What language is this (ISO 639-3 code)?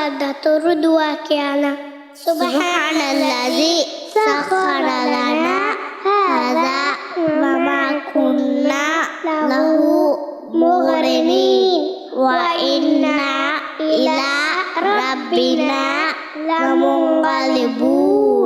div